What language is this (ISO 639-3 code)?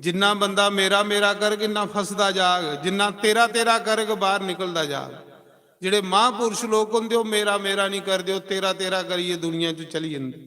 doi